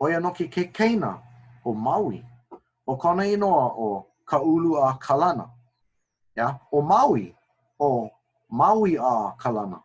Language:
Hawaiian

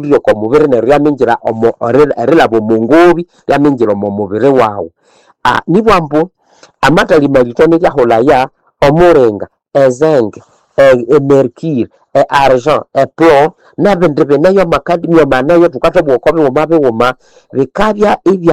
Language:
Nande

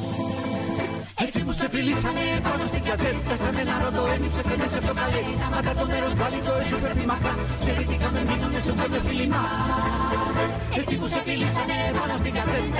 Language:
Greek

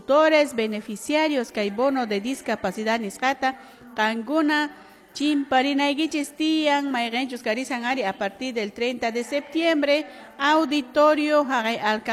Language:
Quechua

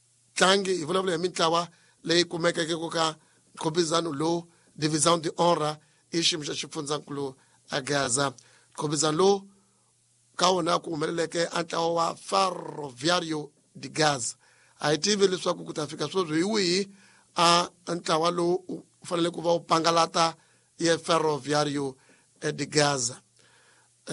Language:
Tsonga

